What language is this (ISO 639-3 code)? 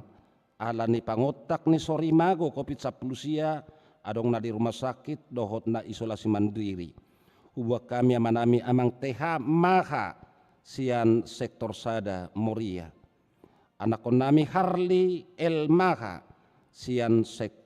bbc